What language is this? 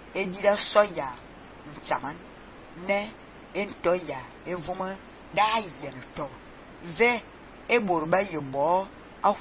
Fang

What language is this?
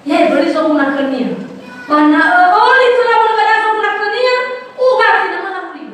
Nias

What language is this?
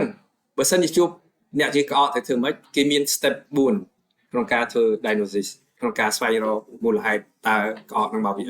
Khmer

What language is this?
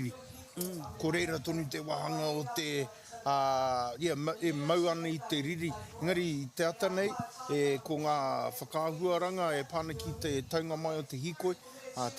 Māori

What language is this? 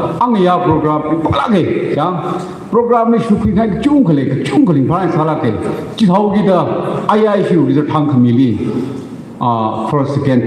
Tangkhul Naga (India)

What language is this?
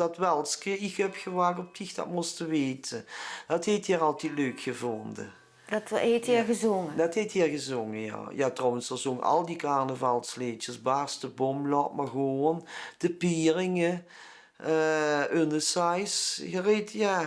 Limburgish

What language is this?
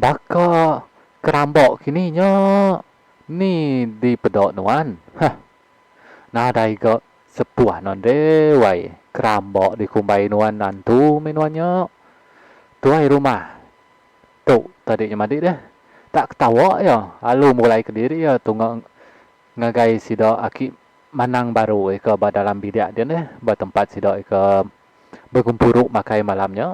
Iban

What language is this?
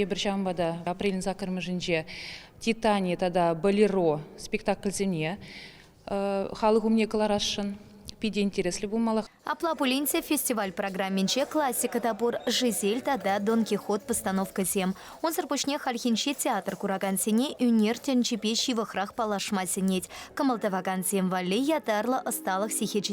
Chuvash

